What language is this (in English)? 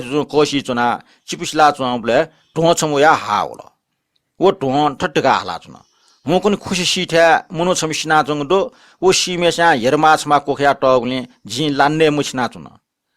Newari